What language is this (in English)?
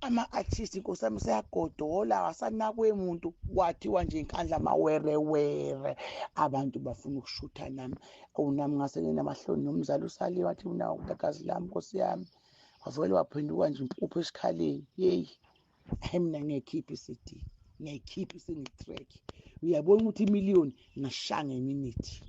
Zulu